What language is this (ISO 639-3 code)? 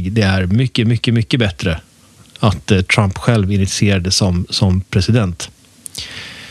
swe